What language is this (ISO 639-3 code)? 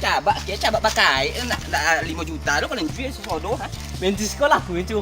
min